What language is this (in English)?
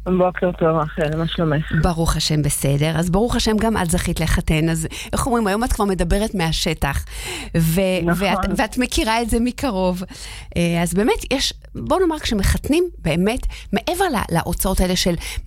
Hebrew